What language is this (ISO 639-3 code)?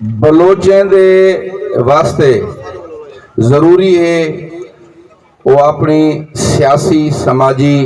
skr